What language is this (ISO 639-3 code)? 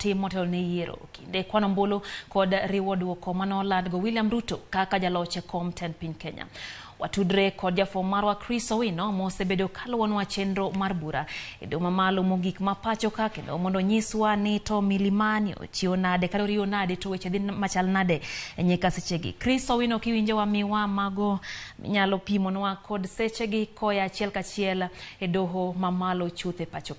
luo